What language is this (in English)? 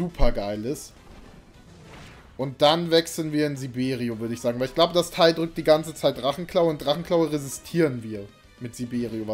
German